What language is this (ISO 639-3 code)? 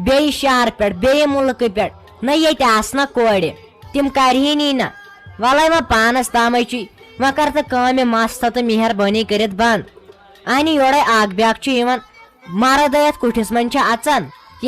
kas